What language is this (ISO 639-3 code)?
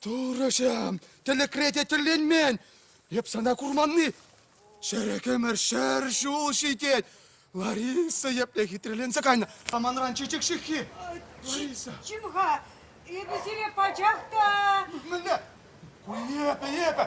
chv